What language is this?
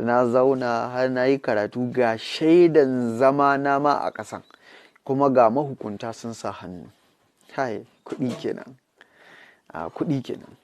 Hausa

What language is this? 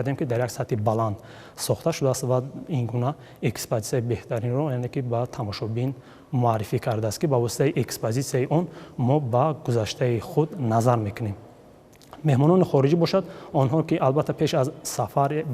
Tajik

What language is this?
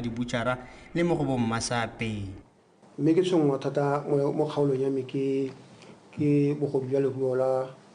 Tswana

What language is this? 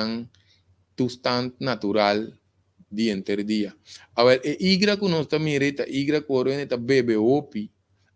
Papiamento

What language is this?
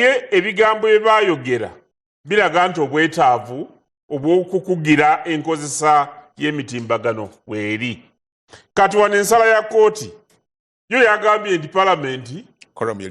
Ganda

